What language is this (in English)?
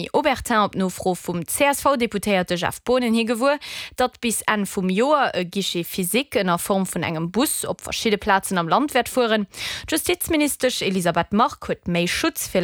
Luxembourgish